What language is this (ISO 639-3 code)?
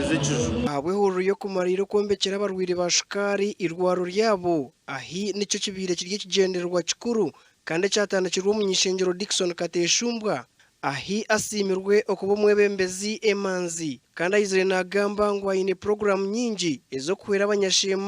nyn